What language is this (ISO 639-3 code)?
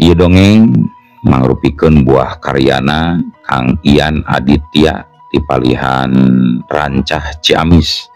sun